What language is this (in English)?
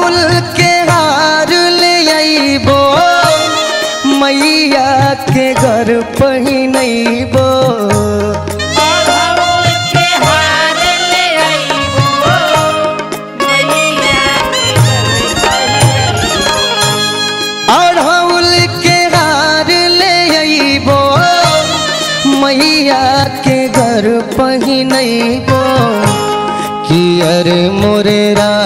Bhojpuri